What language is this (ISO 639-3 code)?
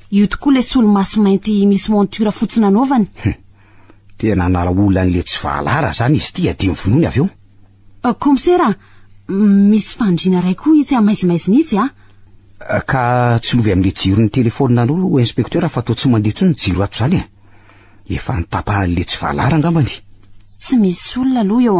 mlg